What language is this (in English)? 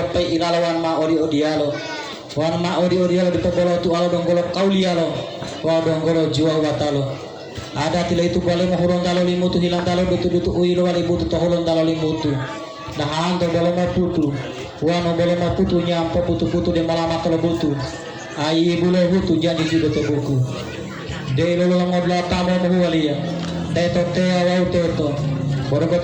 Gorontalo